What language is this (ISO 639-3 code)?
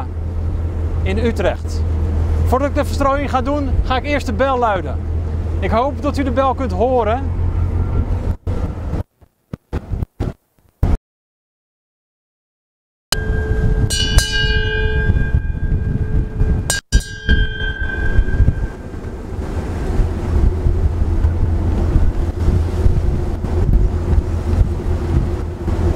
nld